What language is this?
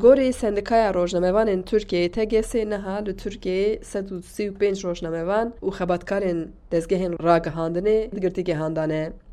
Kurdish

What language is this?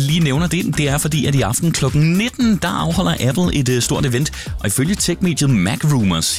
Danish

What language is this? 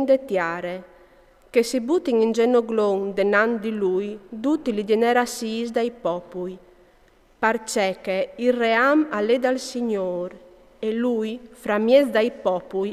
Friulian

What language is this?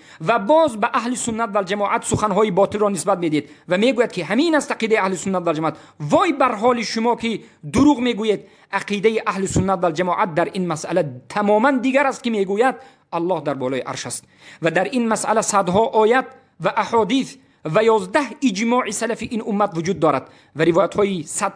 Tajik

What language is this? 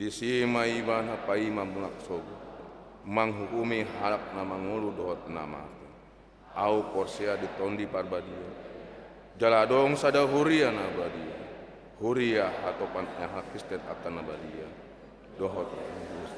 Batak Toba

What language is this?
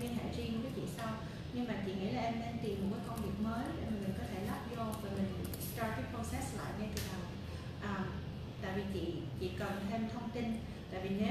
Vietnamese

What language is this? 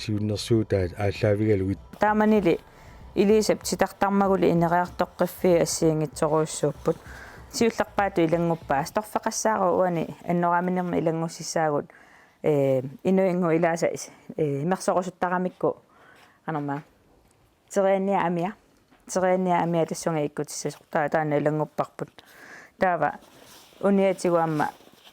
Kalaallisut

